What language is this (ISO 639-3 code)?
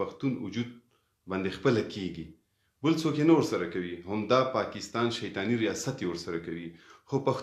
pus